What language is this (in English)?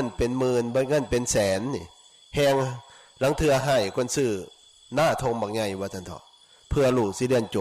Northeastern Thai